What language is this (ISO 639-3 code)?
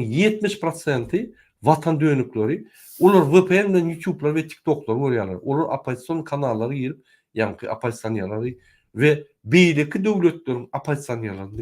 tuk